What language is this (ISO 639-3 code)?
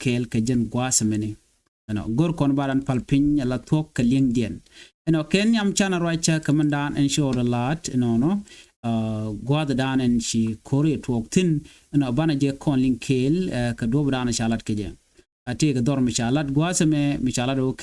nus